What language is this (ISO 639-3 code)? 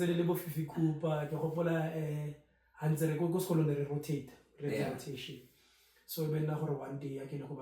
tsn